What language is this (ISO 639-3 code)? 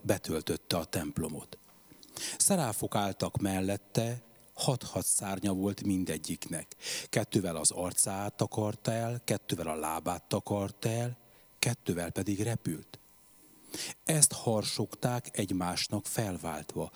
hun